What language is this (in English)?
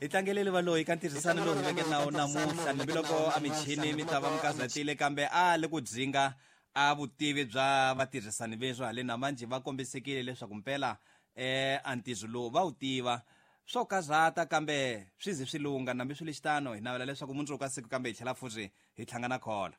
Tsonga